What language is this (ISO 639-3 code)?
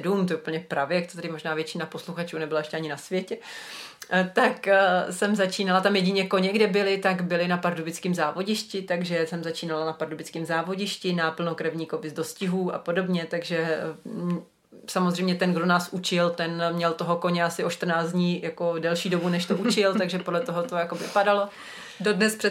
ces